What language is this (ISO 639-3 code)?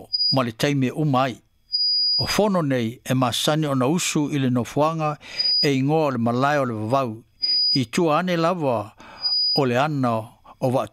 smo